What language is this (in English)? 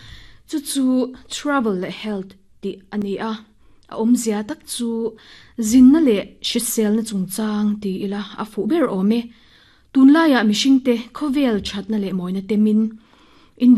Mizo